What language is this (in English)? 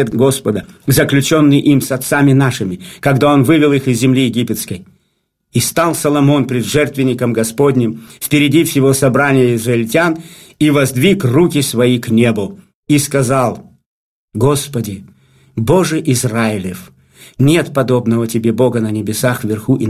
Russian